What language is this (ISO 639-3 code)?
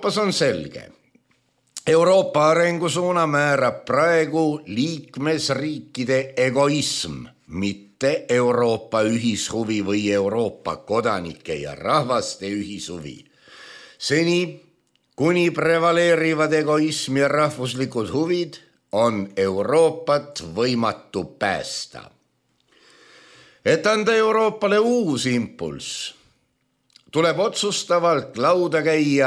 est